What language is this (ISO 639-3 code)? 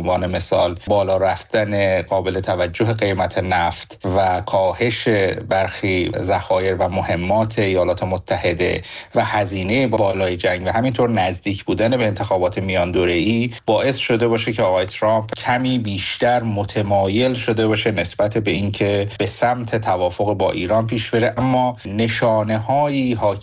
fas